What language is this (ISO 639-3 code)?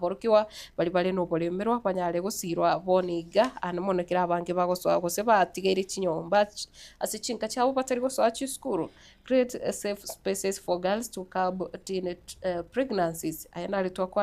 guz